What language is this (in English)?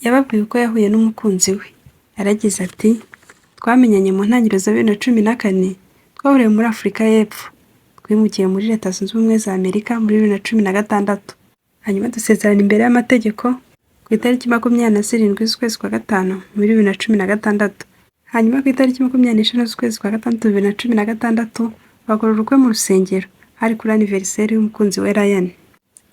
Kinyarwanda